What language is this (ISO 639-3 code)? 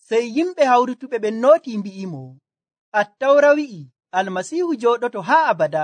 fuv